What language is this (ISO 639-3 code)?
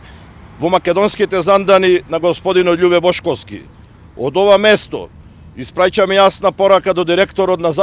mkd